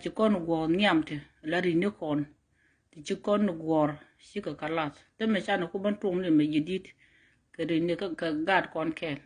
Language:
Nuer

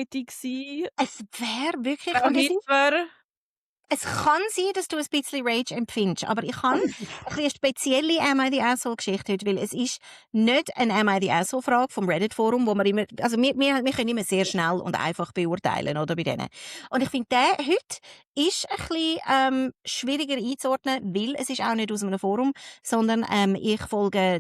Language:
Swiss German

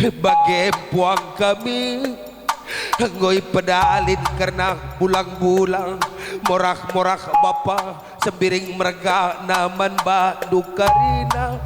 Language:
Batak Karo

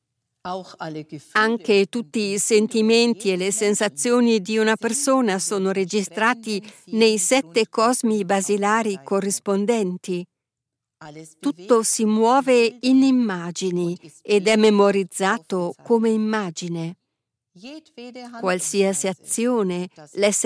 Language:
Italian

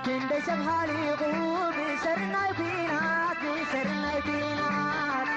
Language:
Tigrinya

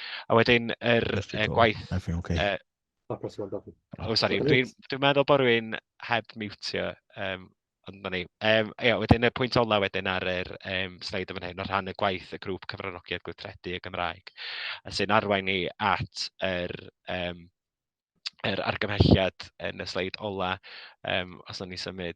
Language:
Welsh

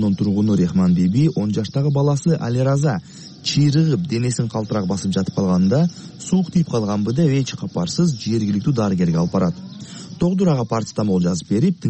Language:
Kyrgyz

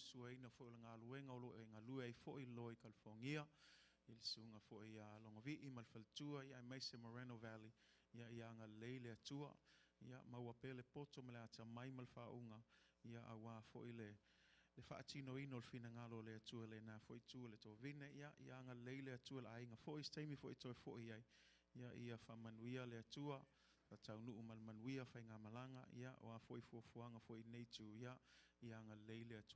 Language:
Samoan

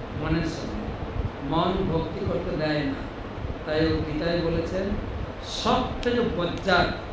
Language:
Bangla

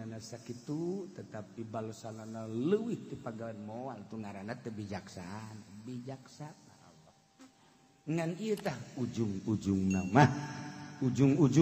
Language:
Sundanese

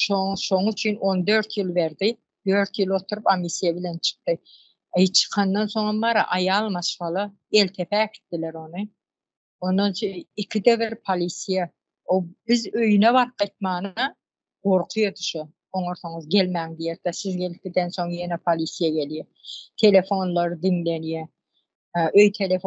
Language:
Turkmen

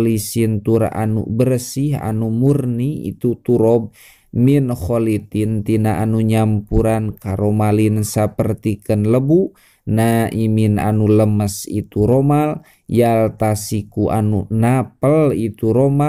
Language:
Sundanese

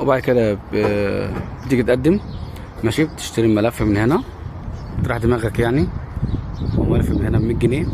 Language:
Egyptian Arabic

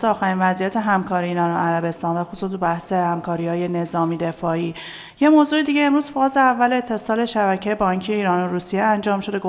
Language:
Persian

